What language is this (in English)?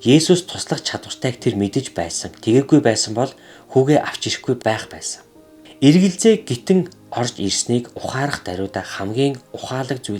Mongolian